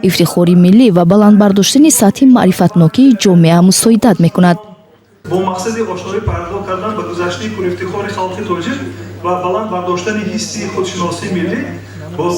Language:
Tajik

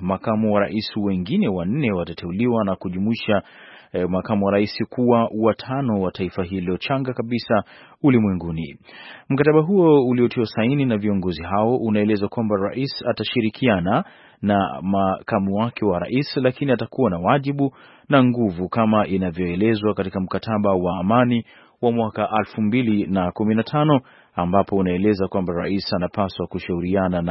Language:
Swahili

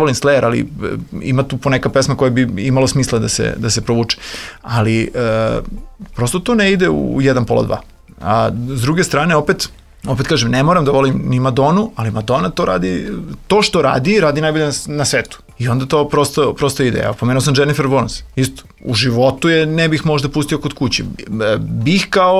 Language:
Serbian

